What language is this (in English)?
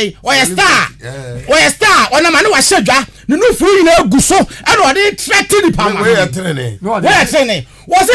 Akan